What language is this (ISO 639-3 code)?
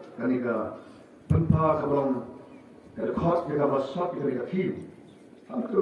kha